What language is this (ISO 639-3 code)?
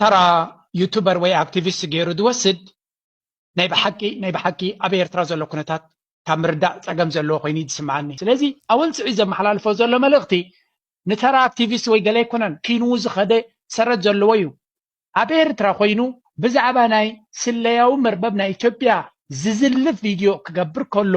tir